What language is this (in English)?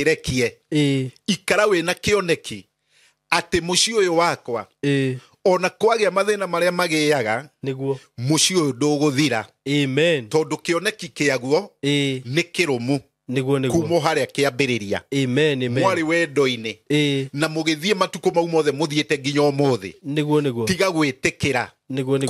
Kikuyu